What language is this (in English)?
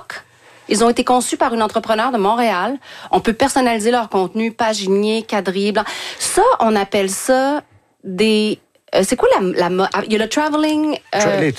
French